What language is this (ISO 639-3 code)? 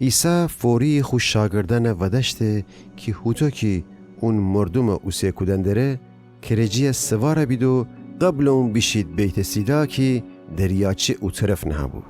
glk